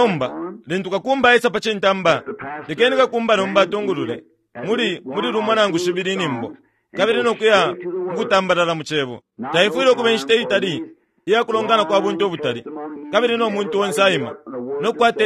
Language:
Bemba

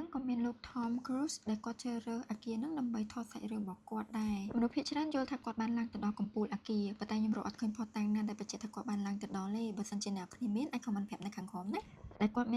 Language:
Khmer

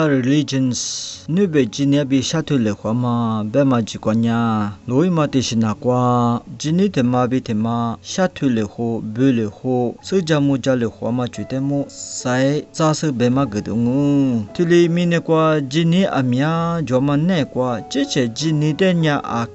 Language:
Lisu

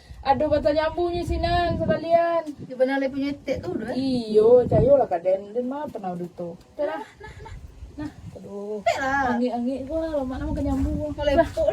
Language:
Minangkabau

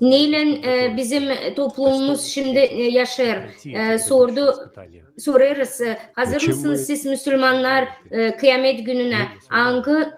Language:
Gagauz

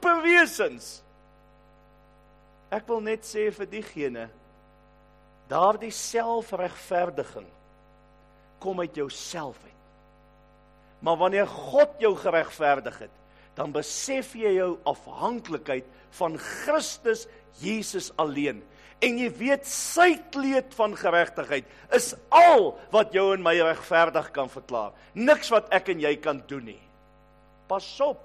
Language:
Afrikaans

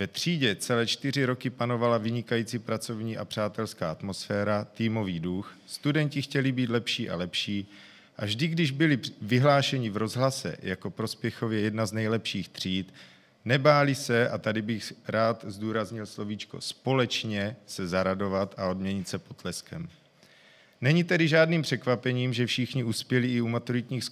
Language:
Czech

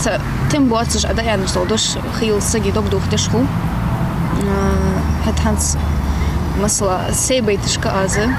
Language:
Ingush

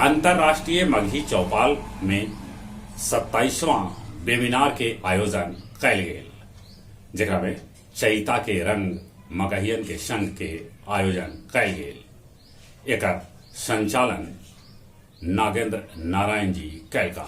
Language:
Magahi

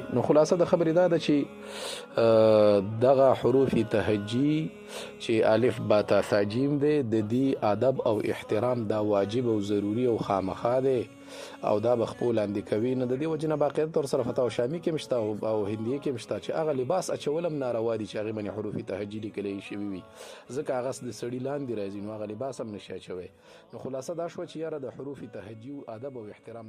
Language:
Pashto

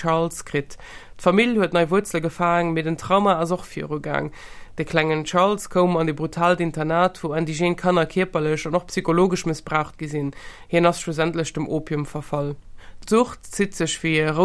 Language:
Luxembourgish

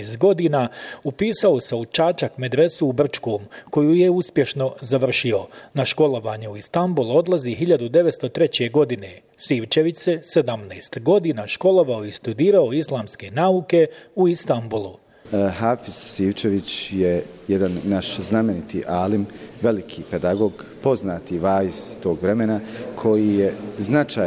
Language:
Bosnian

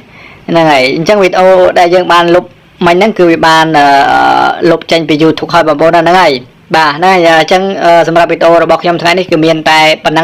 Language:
Khmer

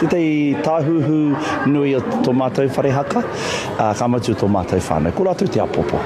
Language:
Māori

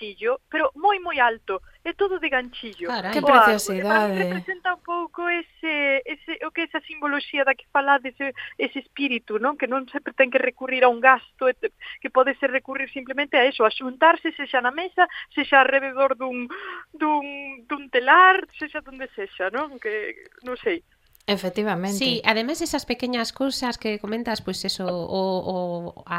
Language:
Galician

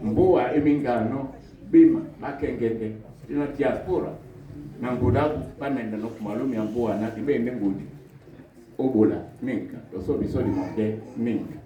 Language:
Duala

